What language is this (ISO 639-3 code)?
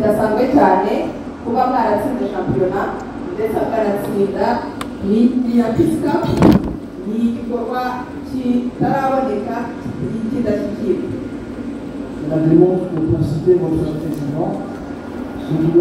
kin